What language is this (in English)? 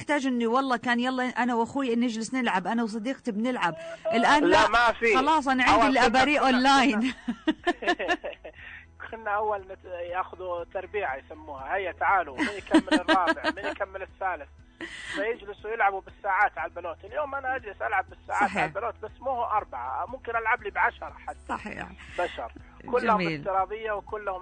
Najdi Arabic